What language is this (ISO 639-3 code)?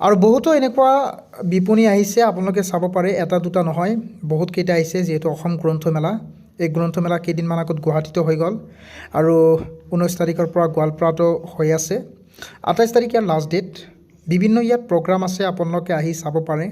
asm